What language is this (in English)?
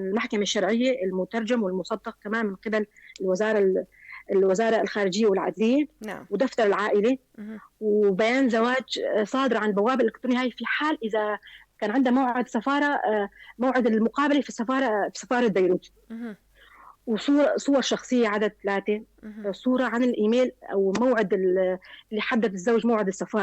North Levantine Arabic